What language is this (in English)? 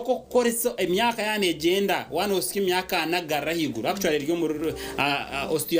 Nyankole